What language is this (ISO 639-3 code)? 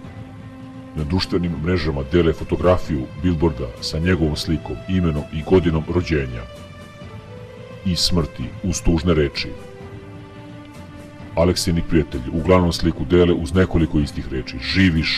srp